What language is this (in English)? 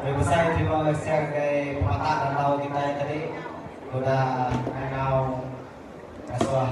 Iban